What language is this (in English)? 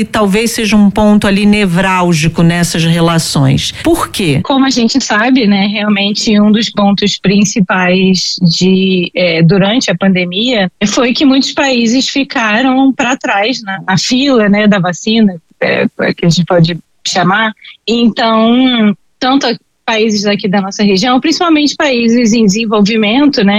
Portuguese